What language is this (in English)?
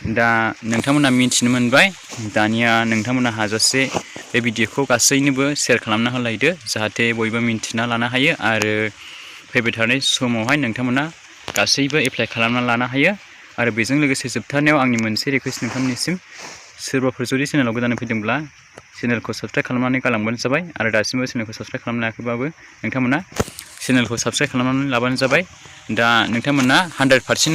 Bodo